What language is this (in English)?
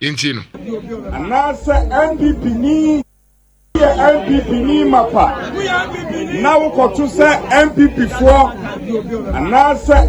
Akan